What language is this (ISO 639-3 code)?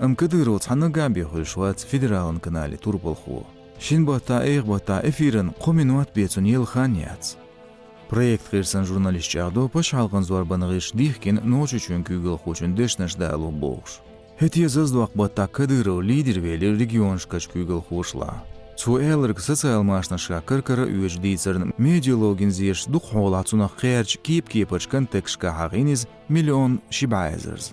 che